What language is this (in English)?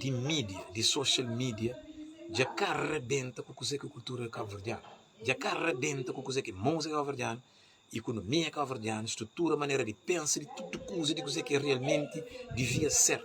Kabuverdianu